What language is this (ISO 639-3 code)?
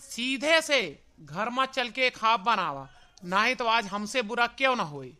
awa